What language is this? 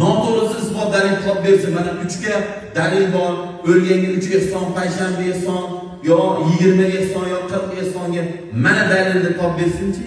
Uzbek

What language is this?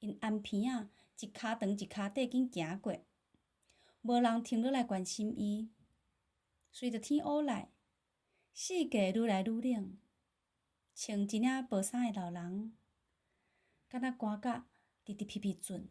Min Nan Chinese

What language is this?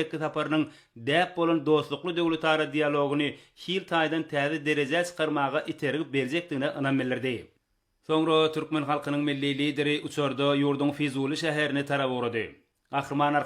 Turkmen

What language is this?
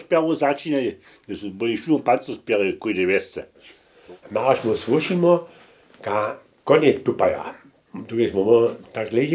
Upper Sorbian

